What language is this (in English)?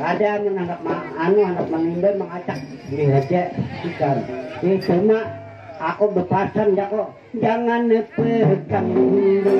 Banjar